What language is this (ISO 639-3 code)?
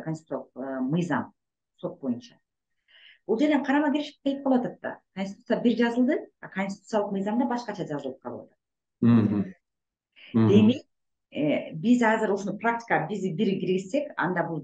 kir